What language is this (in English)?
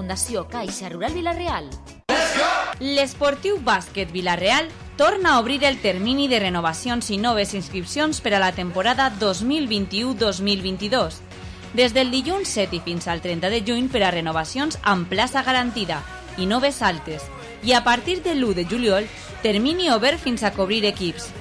Catalan